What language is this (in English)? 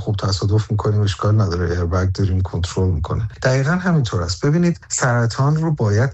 Persian